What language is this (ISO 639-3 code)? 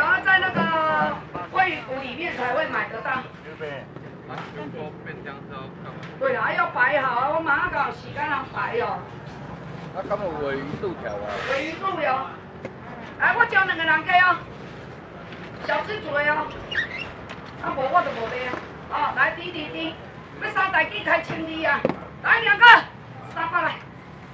nan